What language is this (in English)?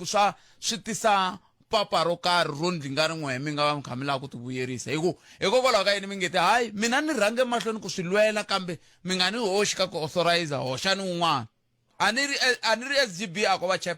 Tsonga